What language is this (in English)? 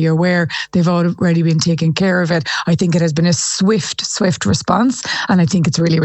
English